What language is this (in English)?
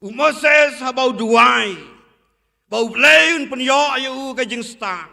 Khasi